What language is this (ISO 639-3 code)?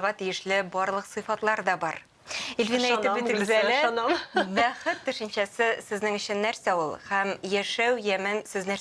tat